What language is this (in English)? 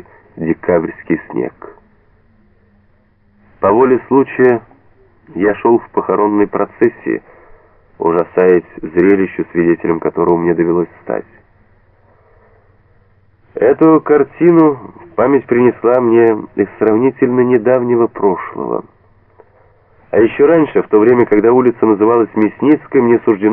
Russian